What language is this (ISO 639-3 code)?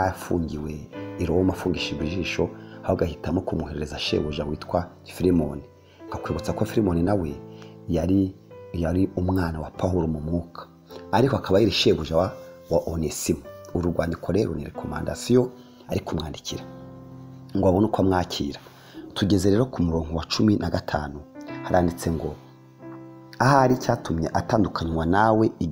kin